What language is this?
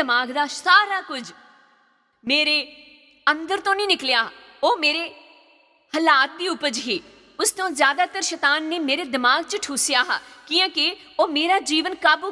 Dogri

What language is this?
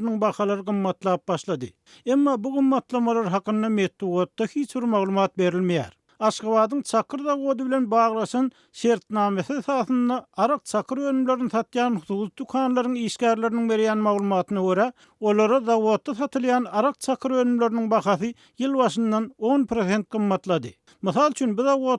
Turkmen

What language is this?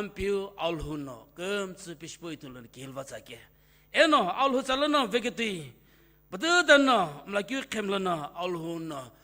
Sumi Naga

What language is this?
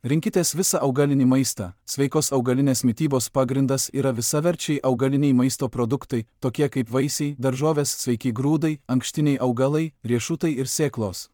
Lithuanian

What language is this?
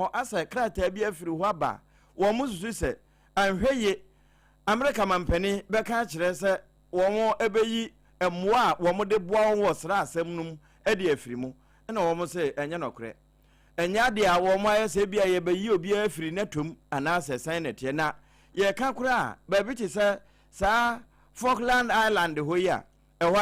Akan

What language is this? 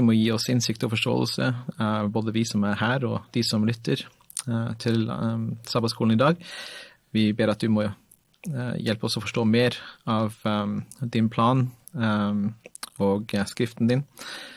Norwegian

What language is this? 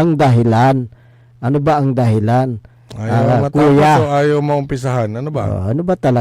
Pangasinan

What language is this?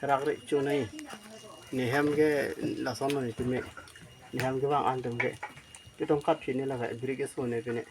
Karbi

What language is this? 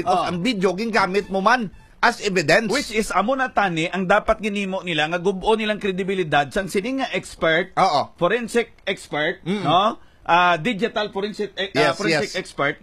Hiligaynon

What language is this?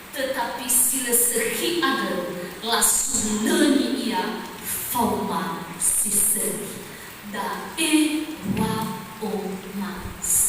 Nias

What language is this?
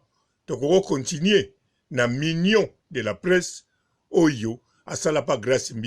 Lingala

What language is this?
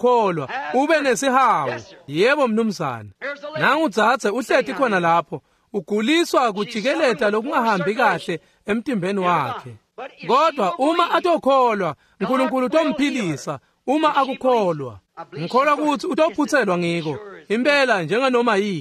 Swati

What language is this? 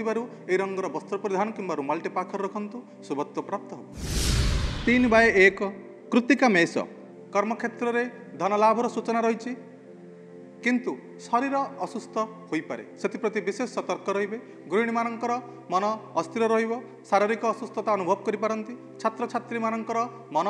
Odia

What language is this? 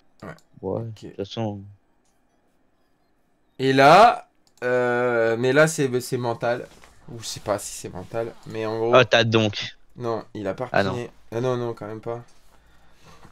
French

